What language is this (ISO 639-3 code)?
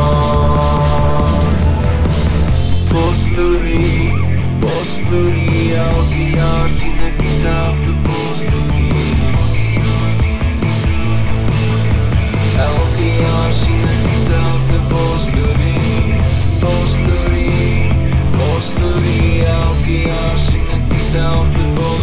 afr